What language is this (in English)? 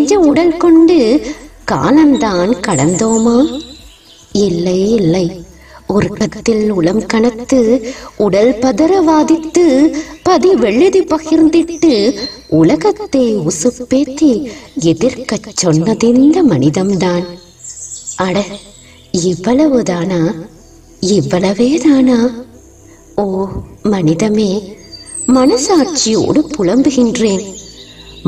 Tamil